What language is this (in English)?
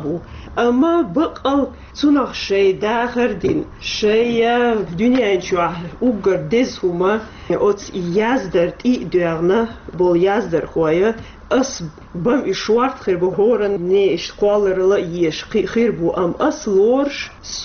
Chechen